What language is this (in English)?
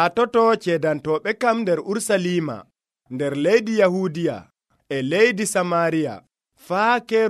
Nigerian Fulfulde